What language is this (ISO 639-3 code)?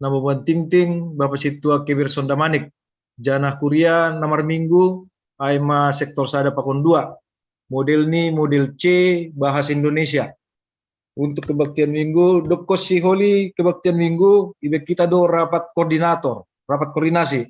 bts